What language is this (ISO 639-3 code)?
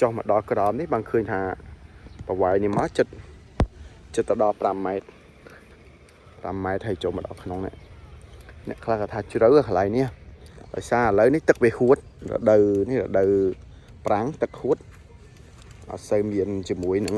khm